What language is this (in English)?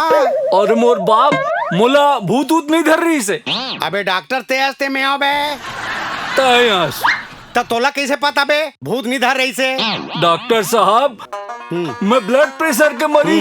Chhattisgarhi